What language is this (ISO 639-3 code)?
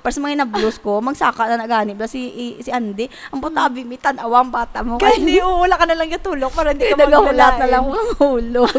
hil